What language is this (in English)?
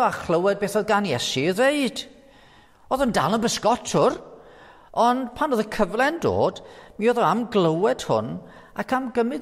Welsh